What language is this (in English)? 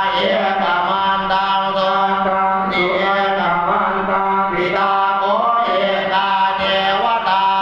Pali